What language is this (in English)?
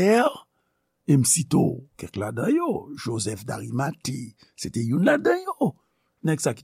Haitian Creole